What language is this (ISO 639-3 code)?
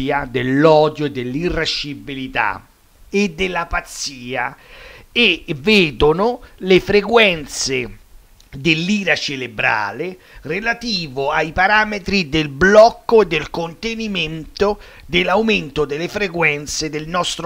ita